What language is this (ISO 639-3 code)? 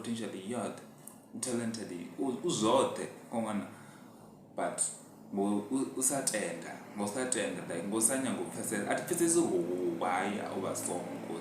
ven